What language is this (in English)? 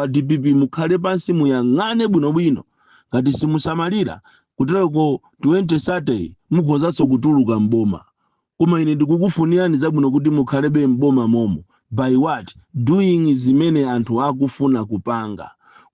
Nyanja